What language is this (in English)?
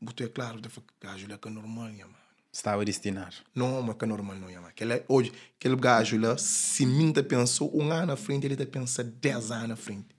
Kabuverdianu